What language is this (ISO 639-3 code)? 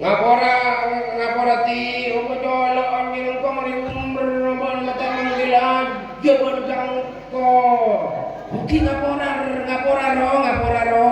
mad